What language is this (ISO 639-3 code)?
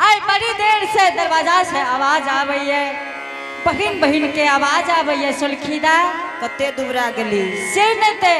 anp